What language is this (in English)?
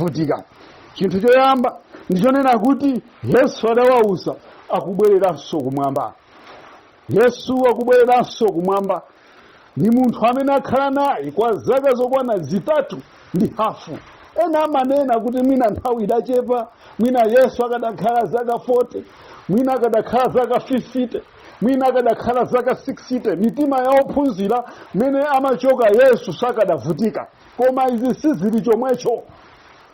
Nyanja